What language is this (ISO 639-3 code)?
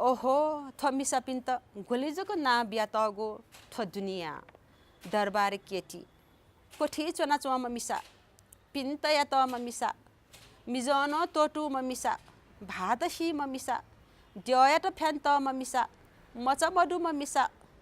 new